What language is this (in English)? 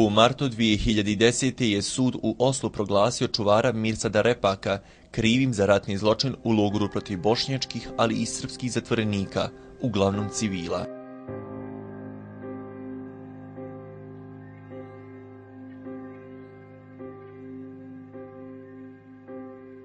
Bosnian